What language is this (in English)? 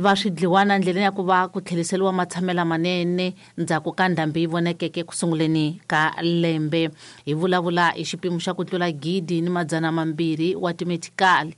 Tsonga